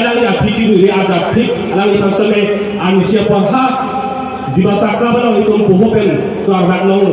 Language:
Karbi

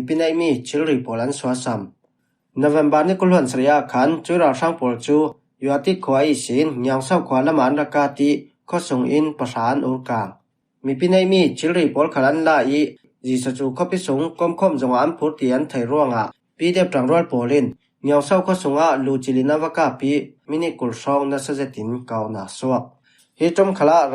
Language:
Falam Chin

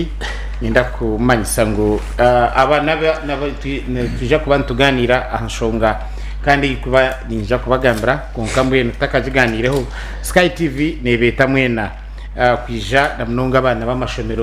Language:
Nyankole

